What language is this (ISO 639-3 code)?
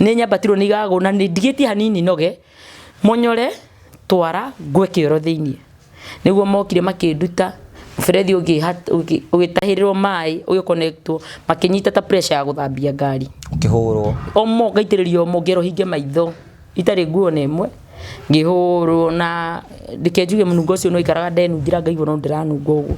kik